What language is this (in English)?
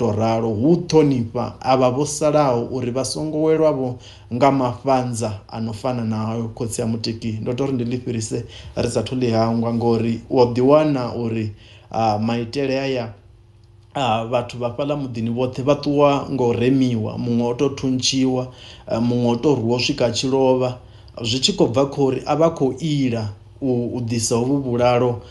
Venda